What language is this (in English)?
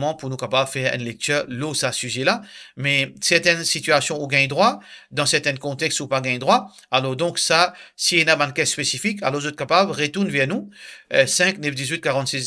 Morisyen